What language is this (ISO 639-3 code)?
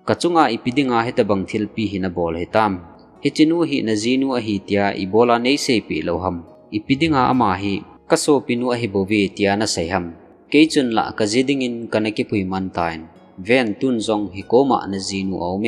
tcz